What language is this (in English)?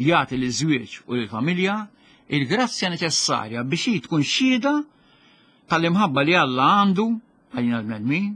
Maltese